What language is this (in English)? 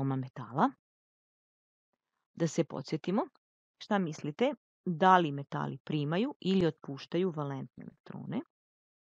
Serbian